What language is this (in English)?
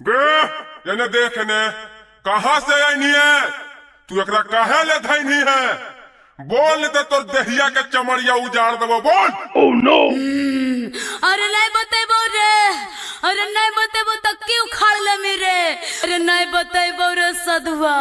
Magahi